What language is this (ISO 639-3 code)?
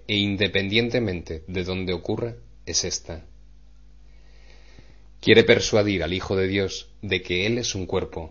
spa